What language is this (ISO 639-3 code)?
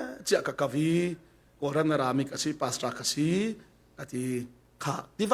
cfm